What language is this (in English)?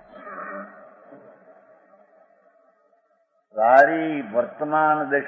Gujarati